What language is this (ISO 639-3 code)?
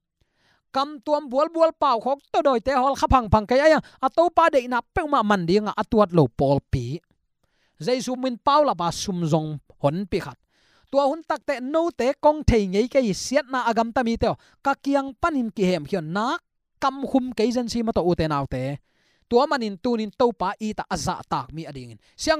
ctd